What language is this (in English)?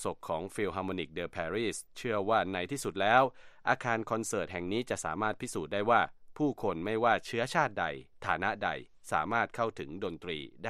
Thai